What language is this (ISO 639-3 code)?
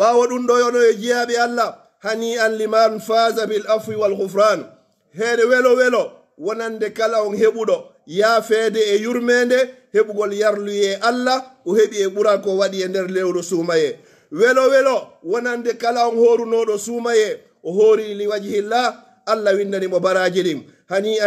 fuf